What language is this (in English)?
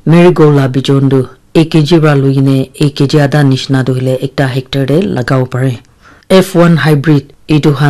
Naga Pidgin